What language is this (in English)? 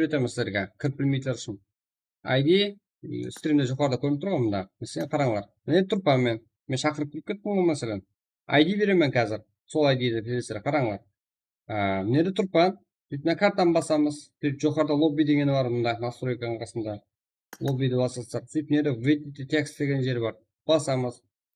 Kara-Kalpak